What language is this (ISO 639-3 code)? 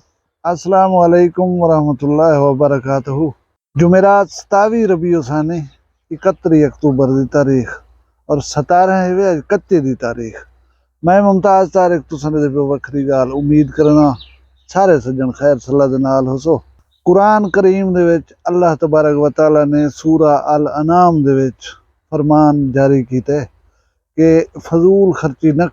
skr